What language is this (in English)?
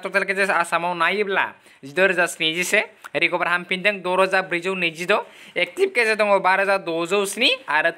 Bodo